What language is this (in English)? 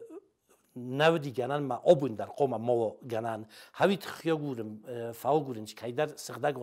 Ossetic